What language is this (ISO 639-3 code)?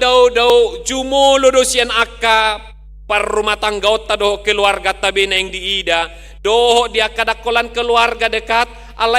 bbc